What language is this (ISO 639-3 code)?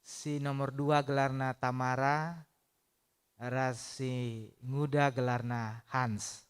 btx